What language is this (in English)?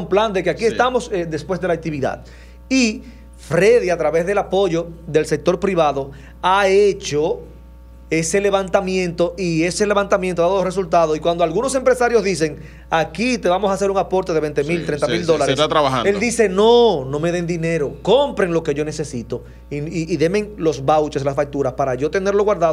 Spanish